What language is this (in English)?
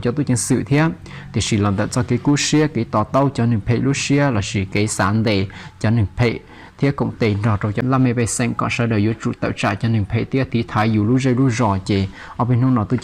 Hmong